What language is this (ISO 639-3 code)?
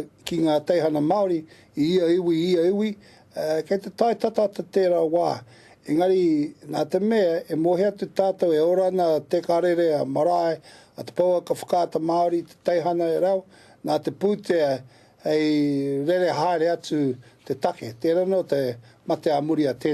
mri